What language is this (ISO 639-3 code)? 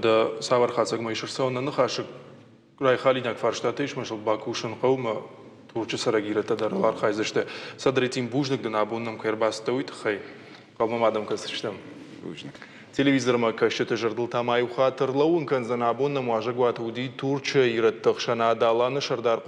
oss